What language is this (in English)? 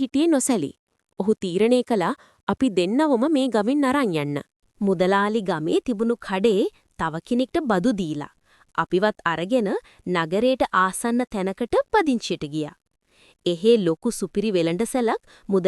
Sinhala